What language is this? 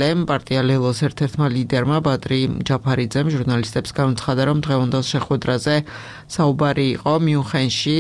Georgian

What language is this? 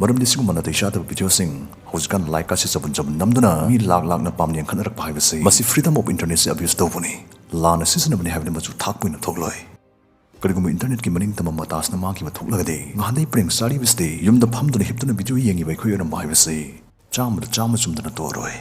Manipuri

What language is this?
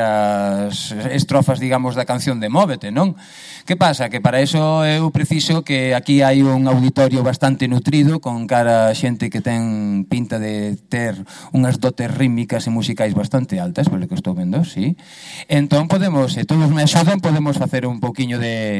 Galician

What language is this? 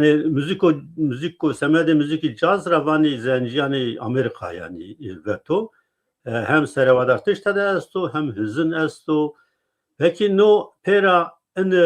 Zaza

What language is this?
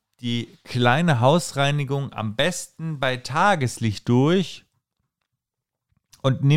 German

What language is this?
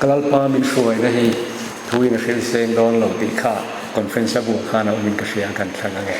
Mizo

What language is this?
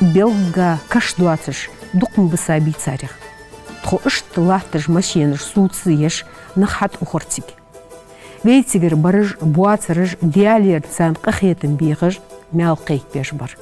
Ingush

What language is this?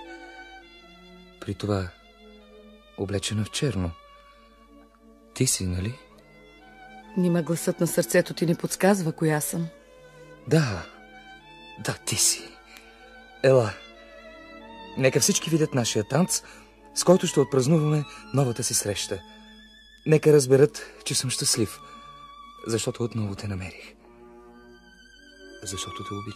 Bulgarian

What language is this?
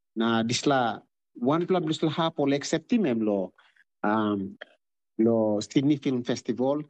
Tok Pisin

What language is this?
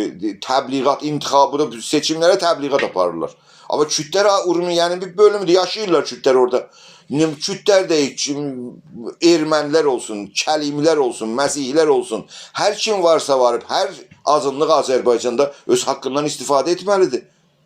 South Azerbaijani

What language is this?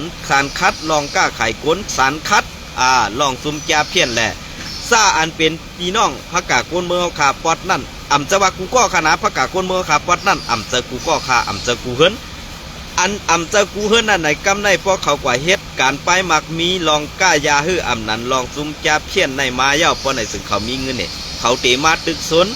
Shan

